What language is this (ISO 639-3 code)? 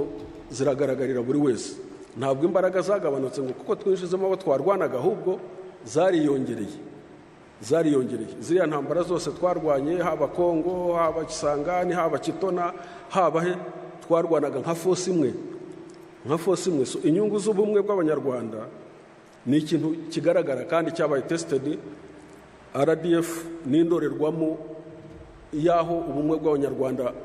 kin